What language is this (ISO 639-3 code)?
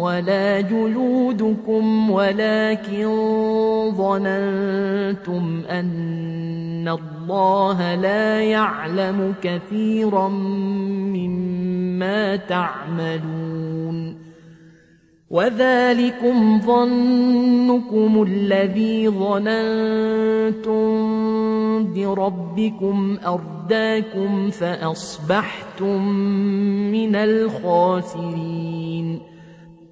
ara